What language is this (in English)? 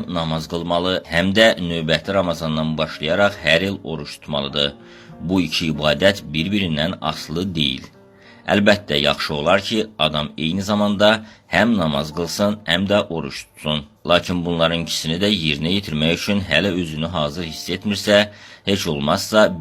Azerbaijani